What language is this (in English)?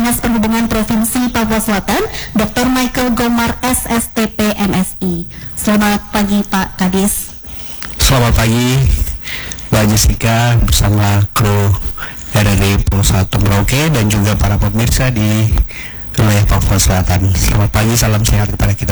Indonesian